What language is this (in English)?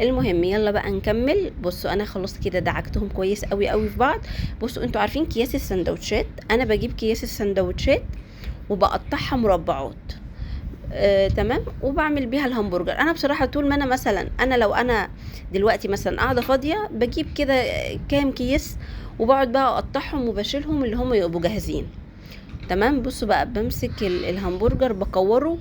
Egyptian Arabic